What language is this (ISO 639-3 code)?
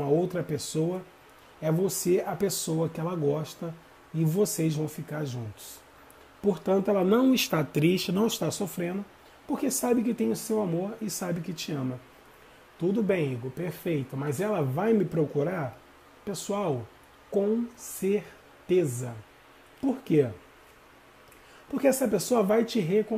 por